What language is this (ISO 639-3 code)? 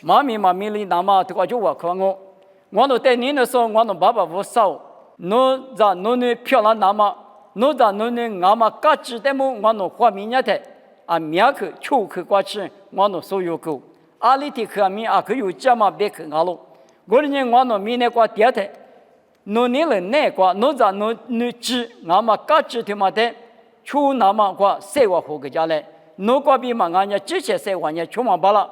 lis